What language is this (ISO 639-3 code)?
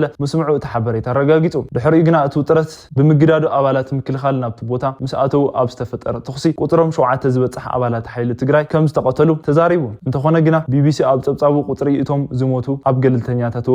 tir